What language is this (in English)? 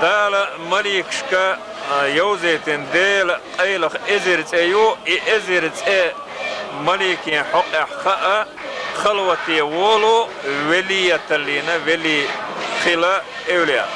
Chechen